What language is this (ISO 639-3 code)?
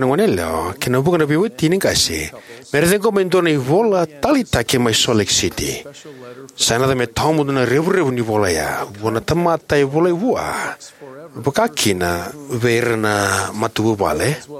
fij